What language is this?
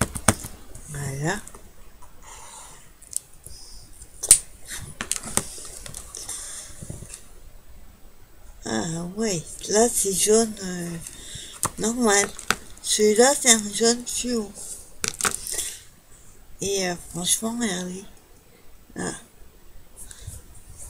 French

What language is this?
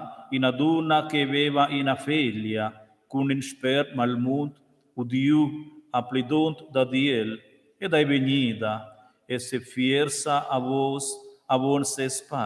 Romansh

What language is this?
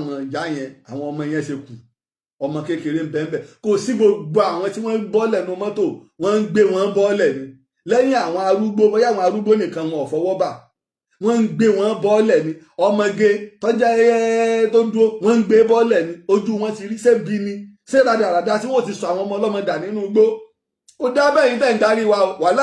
Yoruba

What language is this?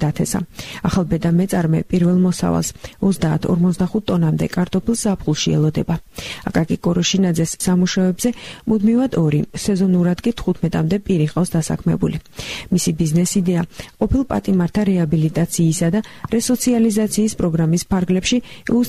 Georgian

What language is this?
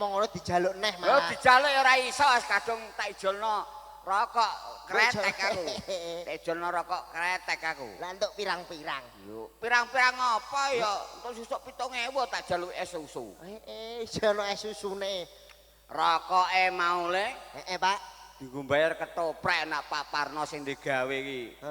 Javanese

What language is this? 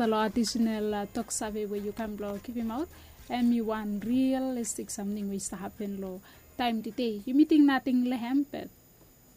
Bislama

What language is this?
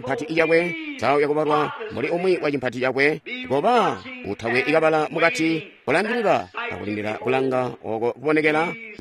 Tonga (Zambia)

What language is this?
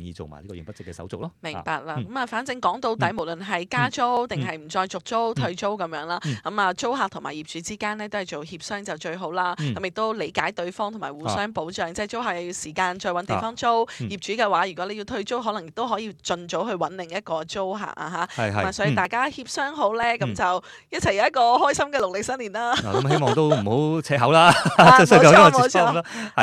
Cantonese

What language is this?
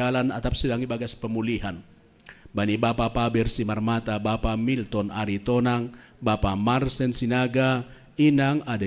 Batak Simalungun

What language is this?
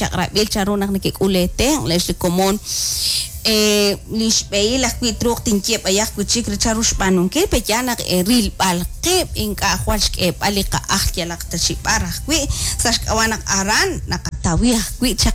Kekchí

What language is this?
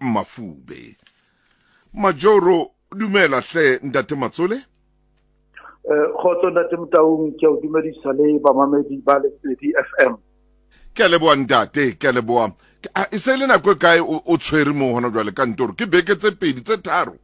Southern Sotho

